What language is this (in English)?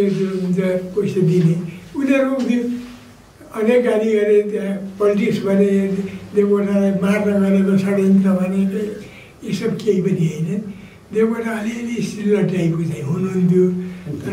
Nepali